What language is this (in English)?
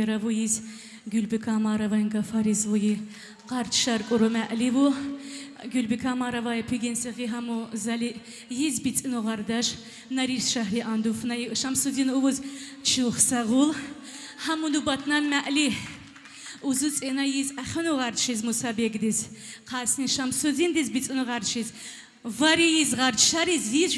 Tabassaran